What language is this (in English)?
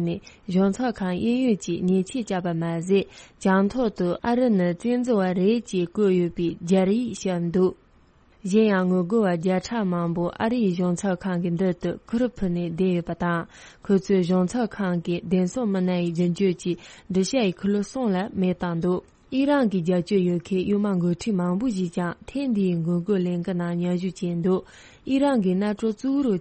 Tibetan